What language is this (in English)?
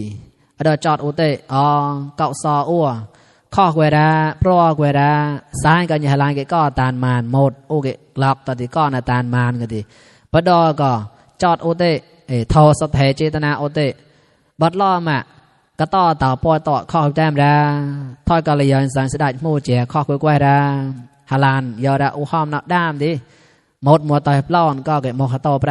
Mon